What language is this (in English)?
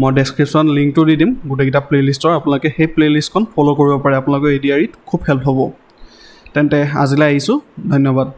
Assamese